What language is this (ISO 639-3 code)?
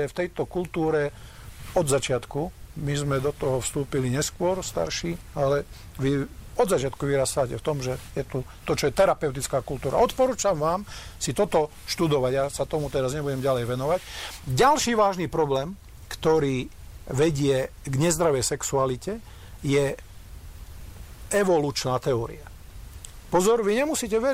slk